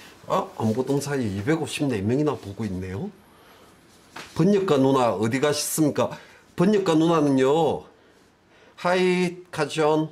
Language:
Korean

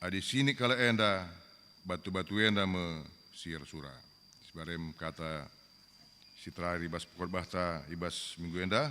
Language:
Batak Karo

